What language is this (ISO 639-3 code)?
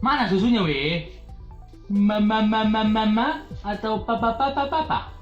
bew